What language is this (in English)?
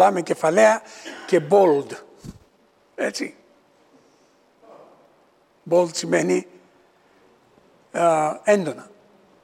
Greek